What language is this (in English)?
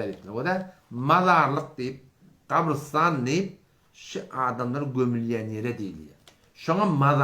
Turkmen